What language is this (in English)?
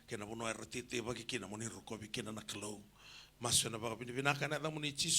Fijian